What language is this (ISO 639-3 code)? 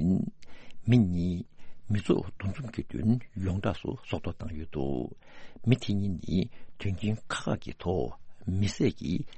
bod